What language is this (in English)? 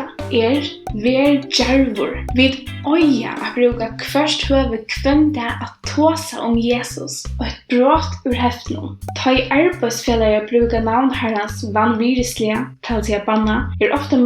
Faroese